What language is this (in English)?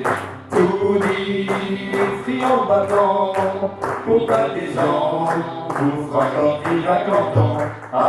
Picard